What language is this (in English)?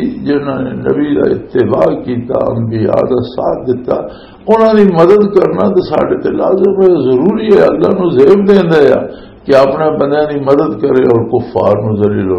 Western Panjabi